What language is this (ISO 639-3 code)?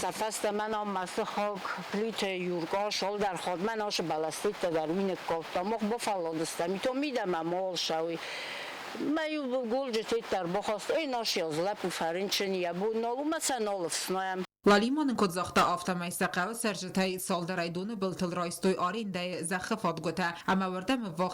oss